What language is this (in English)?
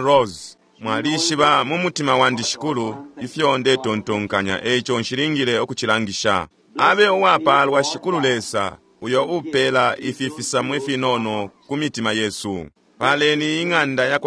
Bemba